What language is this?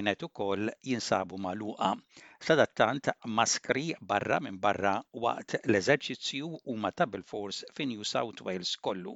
Maltese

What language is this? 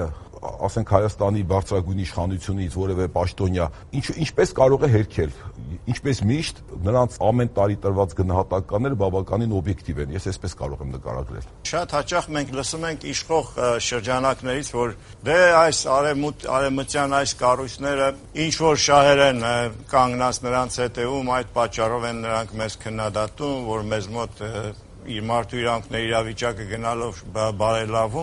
Armenian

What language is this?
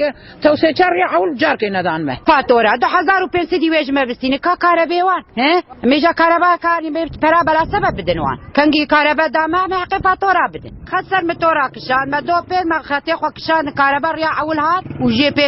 Kurdish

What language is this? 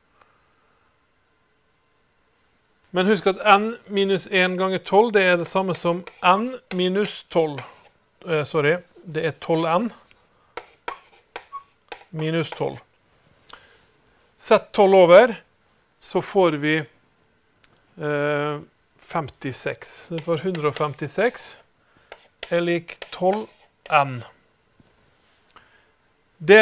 Norwegian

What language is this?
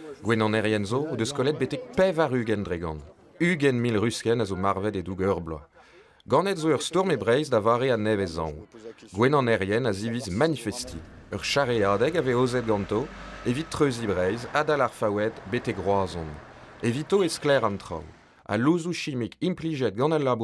Breton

